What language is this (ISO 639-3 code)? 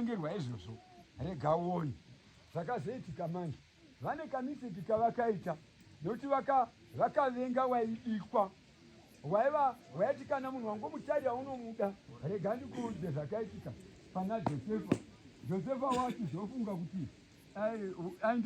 sna